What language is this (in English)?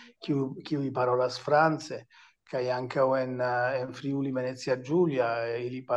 Esperanto